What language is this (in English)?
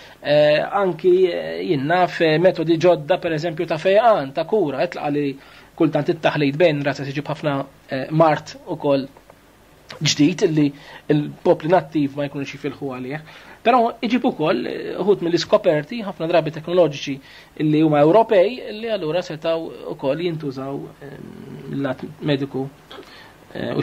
Maltese